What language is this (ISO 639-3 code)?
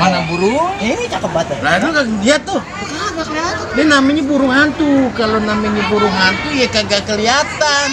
bew